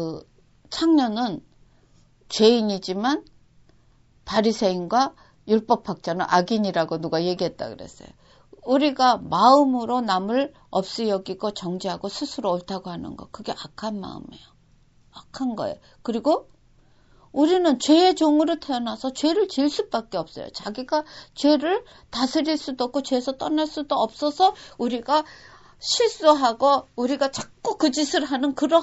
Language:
Korean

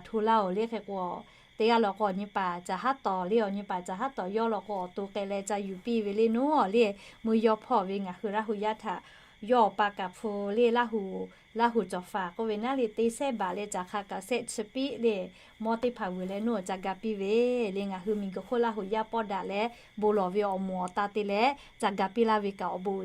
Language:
Lahu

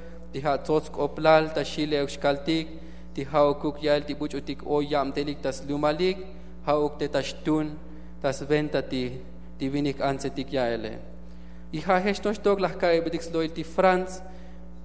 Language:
Tzotzil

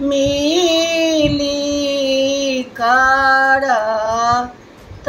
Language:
Maithili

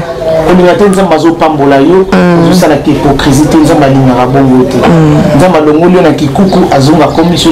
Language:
Lingala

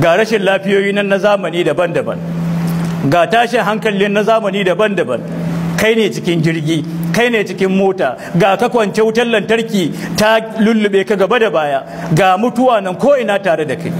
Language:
Hausa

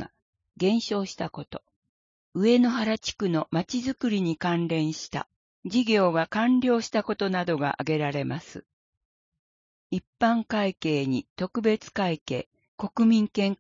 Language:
Japanese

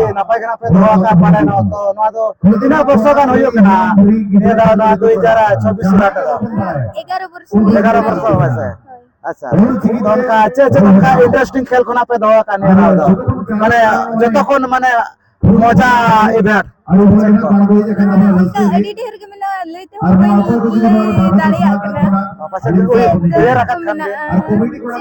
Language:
Santali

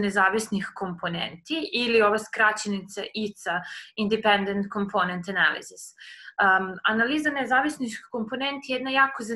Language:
Serbian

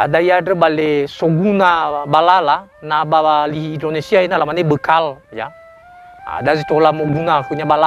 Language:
Nias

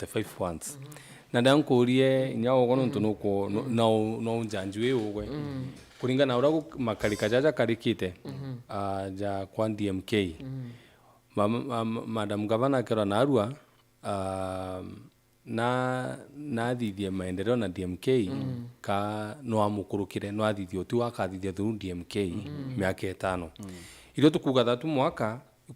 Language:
Meru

